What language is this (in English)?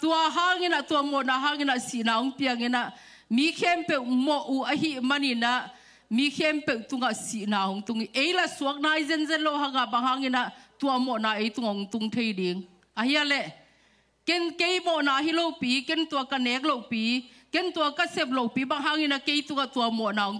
Tedim Chin